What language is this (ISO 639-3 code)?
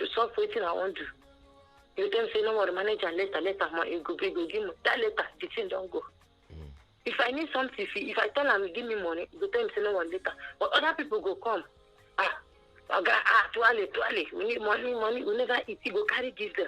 pcm